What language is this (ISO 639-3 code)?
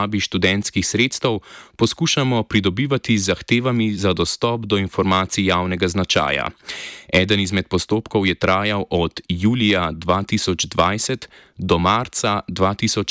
slv